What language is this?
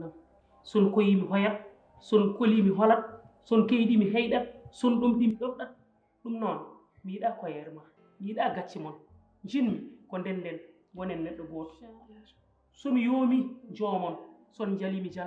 Fula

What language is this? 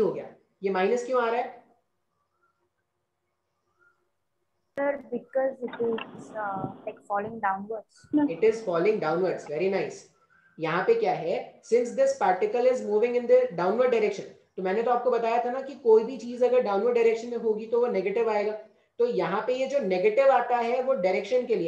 Hindi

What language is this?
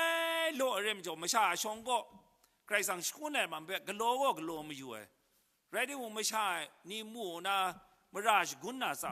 Kachin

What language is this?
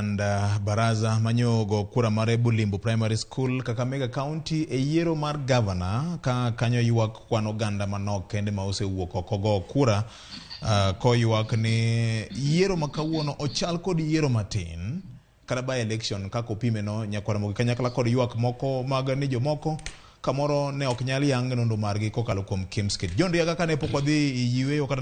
Luo (Kenya and Tanzania)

